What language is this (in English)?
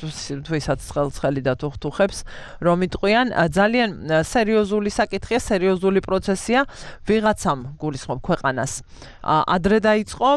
Georgian